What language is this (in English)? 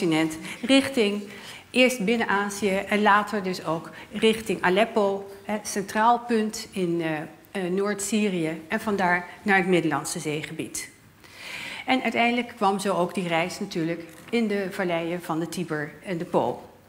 Dutch